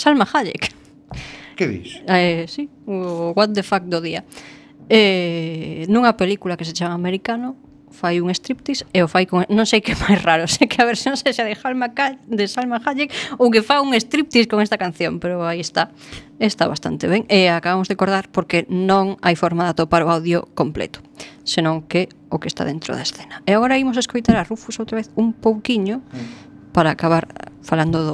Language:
Galician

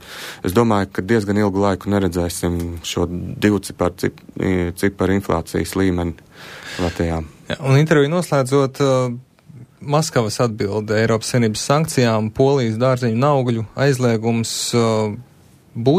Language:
Latvian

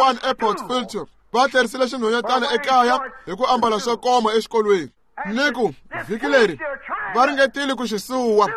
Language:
Tsonga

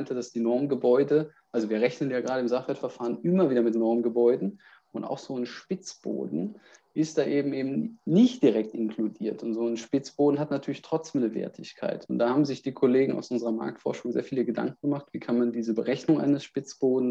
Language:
German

